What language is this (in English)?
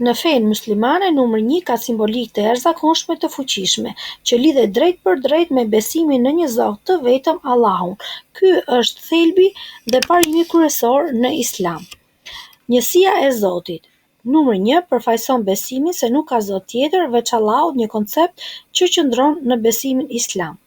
Albanian